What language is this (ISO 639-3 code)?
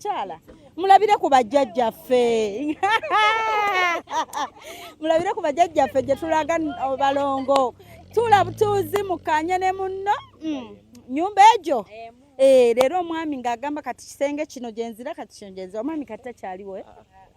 lug